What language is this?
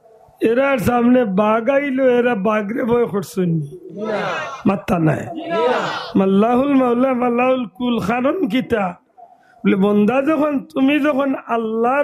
Sylheti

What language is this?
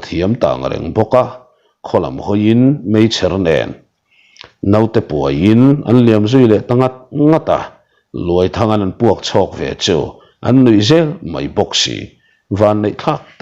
Mizo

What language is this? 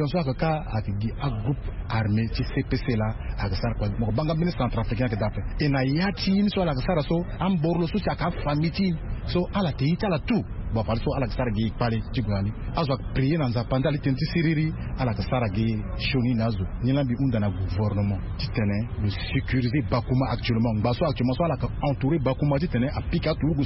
Sango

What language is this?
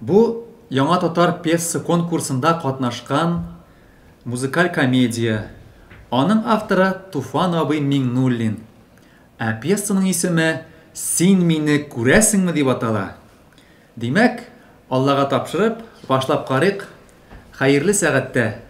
Tatar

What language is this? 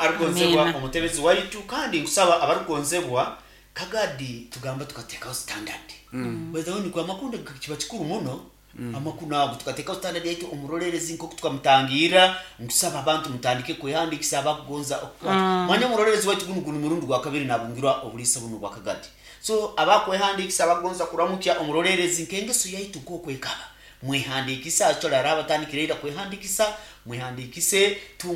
Nyoro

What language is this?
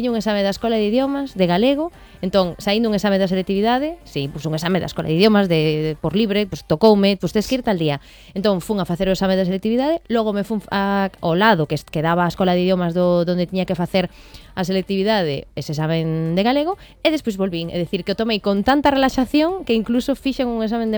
Galician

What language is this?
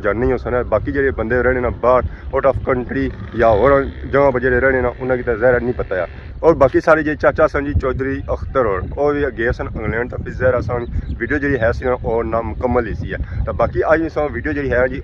Pahari-Potwari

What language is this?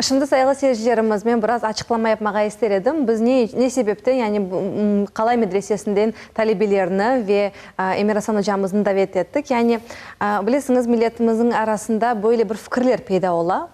Crimean Tatar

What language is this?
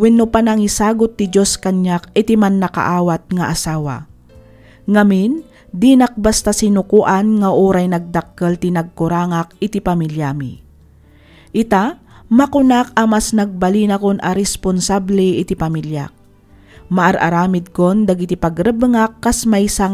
Iloko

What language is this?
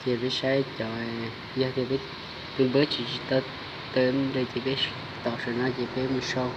Hmong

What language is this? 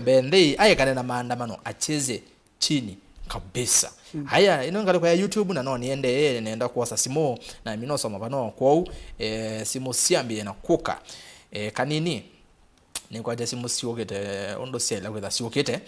Kamba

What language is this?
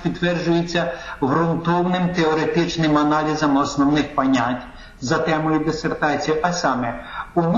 Ukrainian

